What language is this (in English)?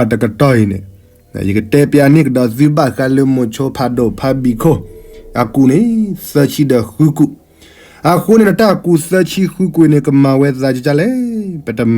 S'gaw Karen